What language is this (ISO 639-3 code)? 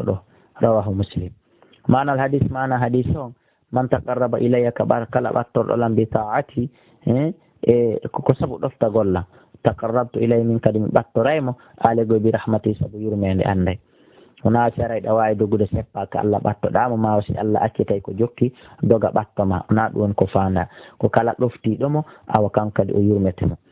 fuf